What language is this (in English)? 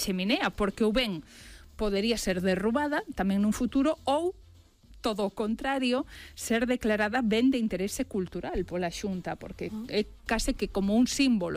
Galician